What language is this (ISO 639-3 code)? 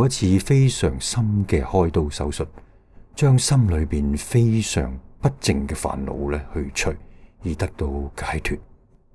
yue